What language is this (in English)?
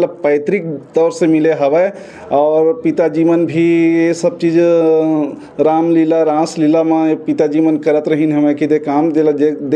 Chhattisgarhi